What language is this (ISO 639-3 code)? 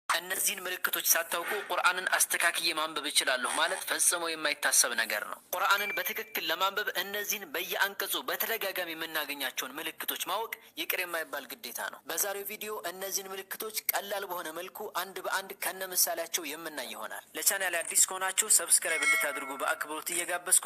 amh